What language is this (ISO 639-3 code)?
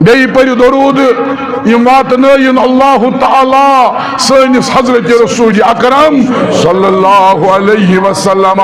kas